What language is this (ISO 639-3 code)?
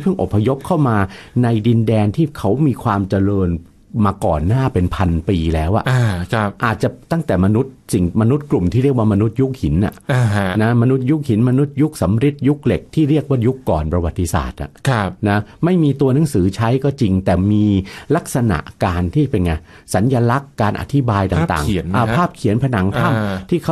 tha